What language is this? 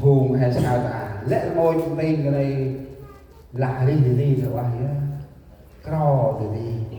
Central Mnong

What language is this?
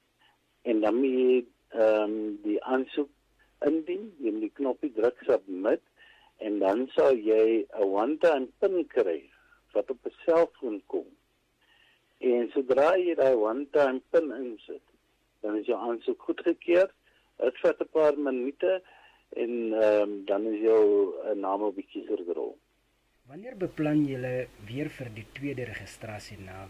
Afrikaans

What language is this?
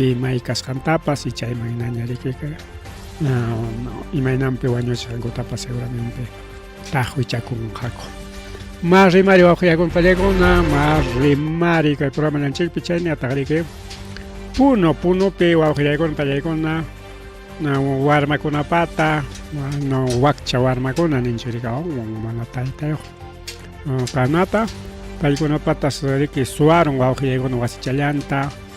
Ayacucho Quechua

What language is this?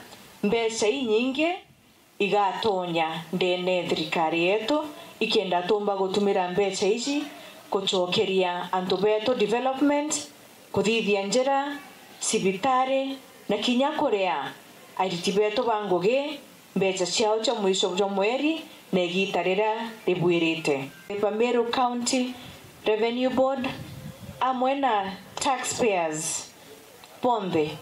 Meru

